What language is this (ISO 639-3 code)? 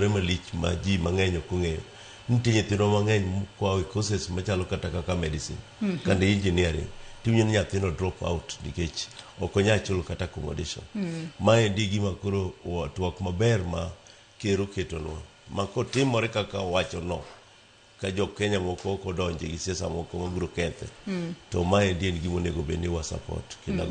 luo